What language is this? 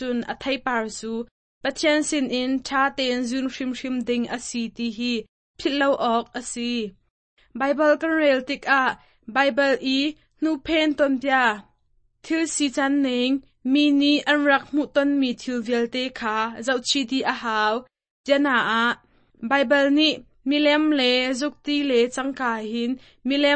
Hakha Chin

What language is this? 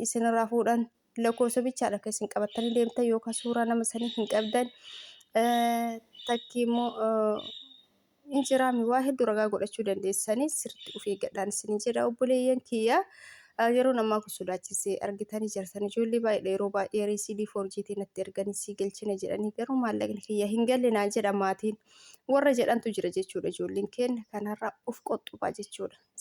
Oromo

